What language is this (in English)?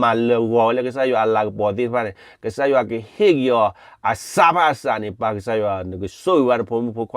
S'gaw Karen